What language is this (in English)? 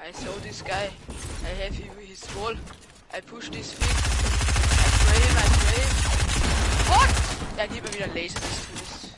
Bavarian